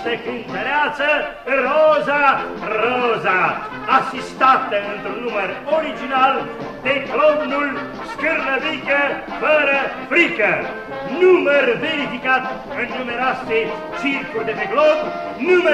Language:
Romanian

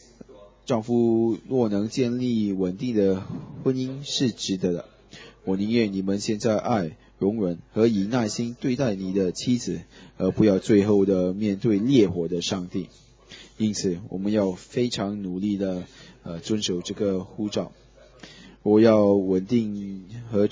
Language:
Chinese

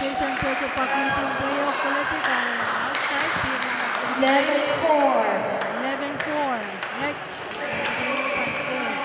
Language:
Pohnpeian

